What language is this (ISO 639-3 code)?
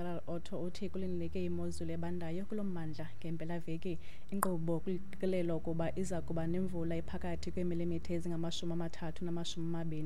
xho